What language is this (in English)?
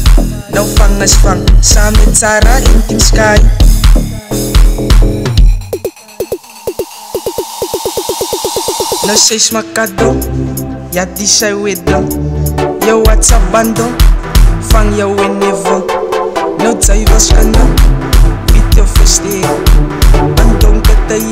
Afrikaans